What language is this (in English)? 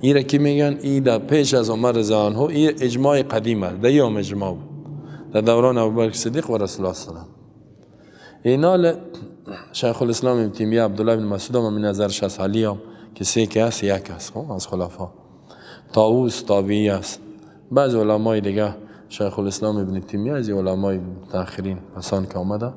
Persian